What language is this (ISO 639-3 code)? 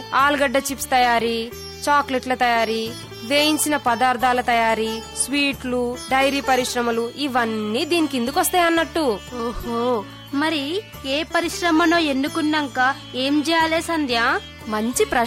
tel